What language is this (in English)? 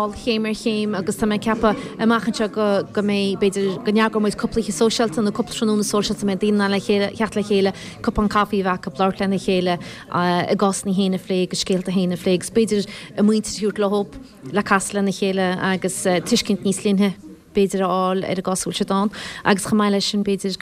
Irish